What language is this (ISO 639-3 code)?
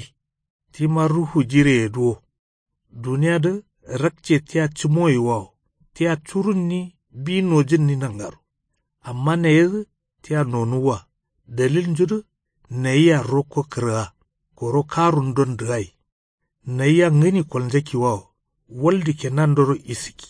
kau